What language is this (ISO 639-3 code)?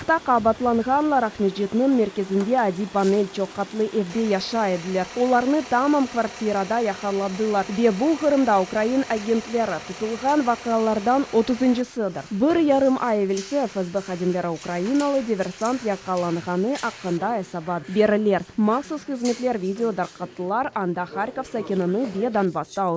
crh